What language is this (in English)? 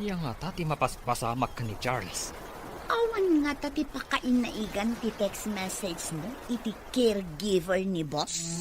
Iloko